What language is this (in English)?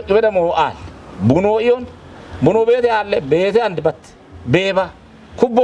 Kafa